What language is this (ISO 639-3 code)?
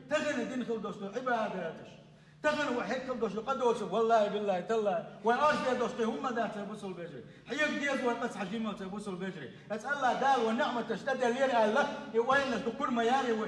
che